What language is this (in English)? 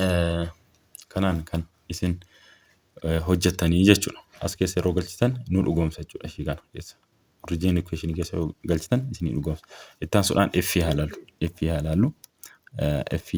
Oromo